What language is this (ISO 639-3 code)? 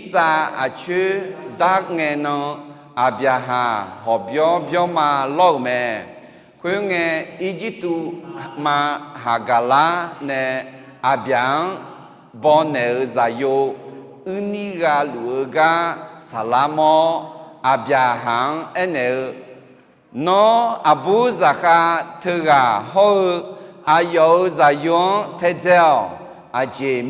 ahk